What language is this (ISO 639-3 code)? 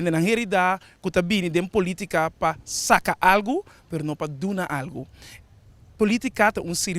pap